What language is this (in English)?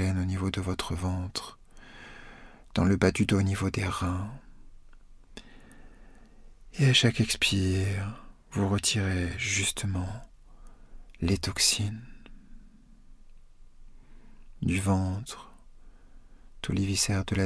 French